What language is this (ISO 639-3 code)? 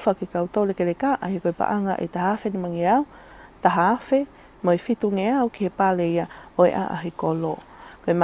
ton